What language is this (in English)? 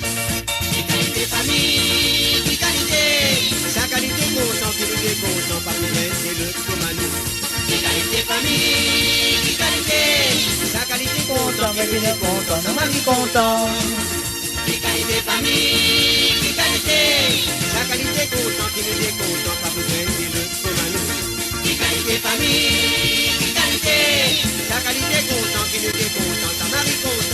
Morisyen